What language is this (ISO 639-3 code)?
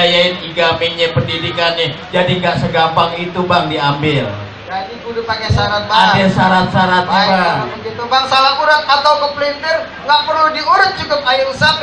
bew